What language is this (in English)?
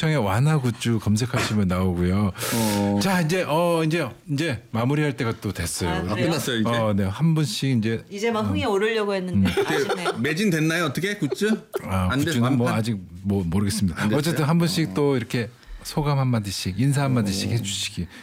Korean